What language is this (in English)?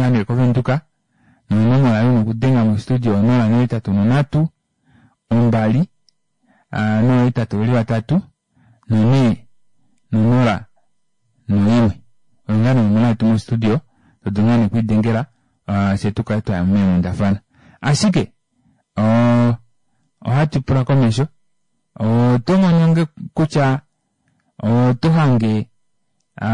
Kuanyama